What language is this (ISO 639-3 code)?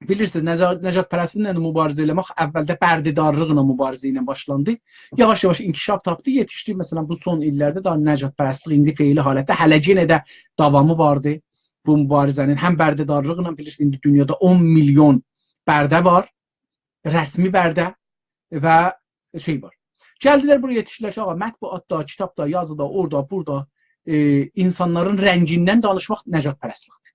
azb